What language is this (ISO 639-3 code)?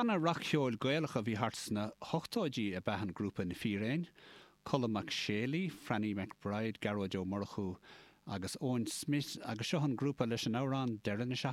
gle